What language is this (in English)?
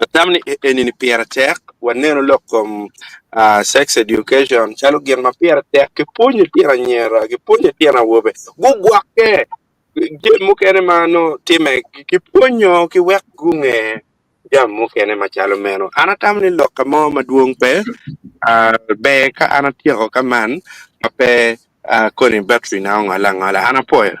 Acoli